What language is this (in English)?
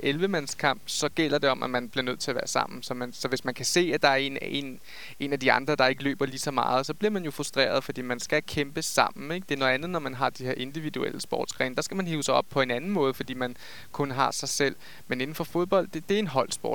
Danish